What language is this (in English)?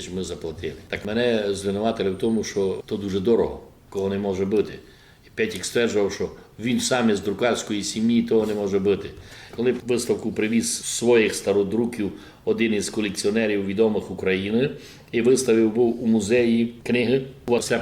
Rusyn